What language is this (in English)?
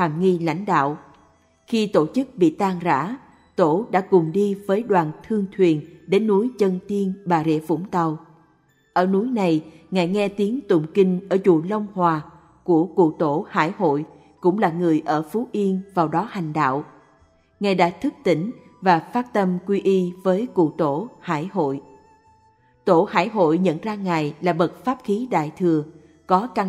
Vietnamese